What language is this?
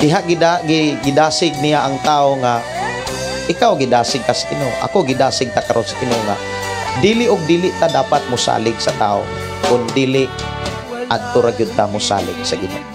Cebuano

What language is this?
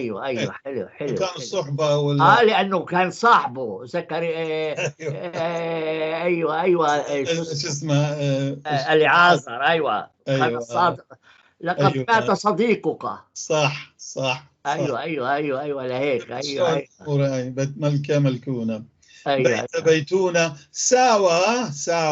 North Levantine Arabic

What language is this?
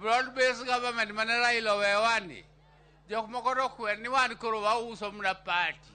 Luo (Kenya and Tanzania)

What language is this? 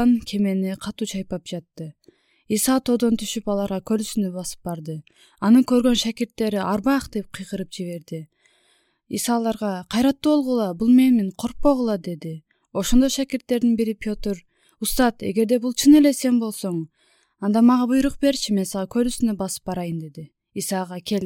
Kyrgyz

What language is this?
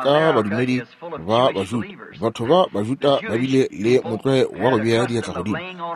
Northern Sotho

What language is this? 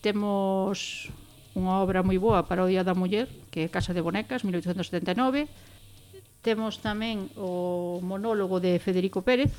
Galician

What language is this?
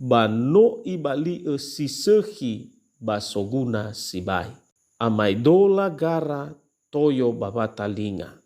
Nias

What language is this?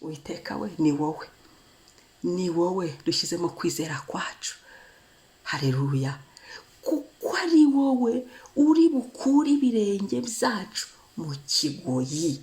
Kinyarwanda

